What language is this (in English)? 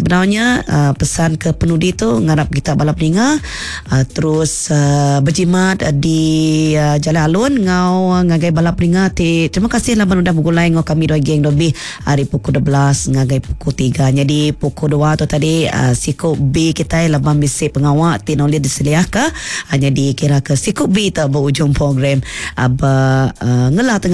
Iban